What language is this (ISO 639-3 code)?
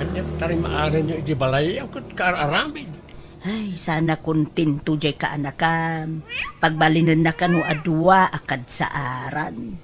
ilo